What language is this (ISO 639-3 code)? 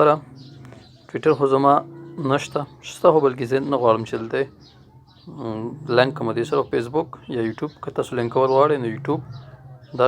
pus